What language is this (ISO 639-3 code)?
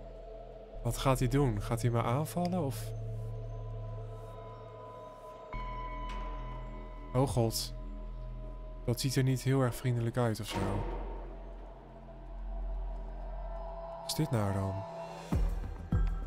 nld